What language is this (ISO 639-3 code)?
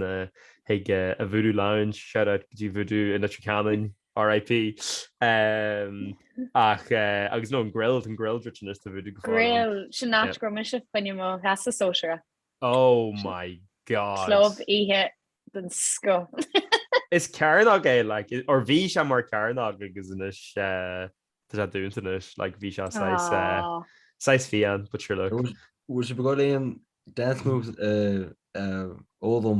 gle